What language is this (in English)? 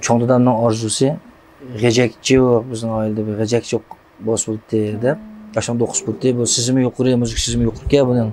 Uyghur